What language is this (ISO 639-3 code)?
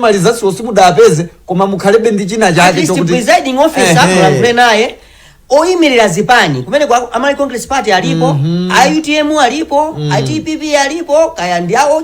nya